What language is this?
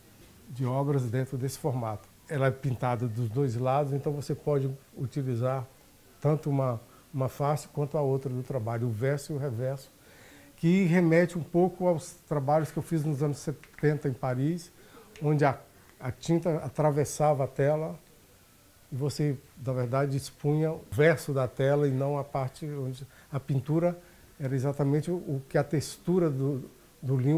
Portuguese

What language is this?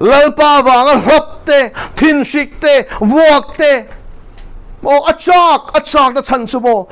Mizo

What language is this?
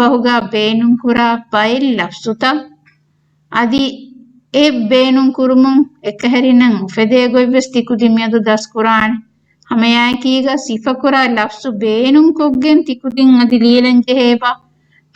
Divehi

